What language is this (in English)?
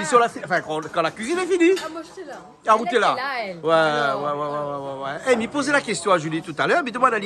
Réunion Creole French